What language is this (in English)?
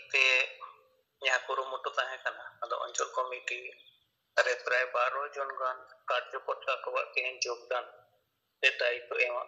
Santali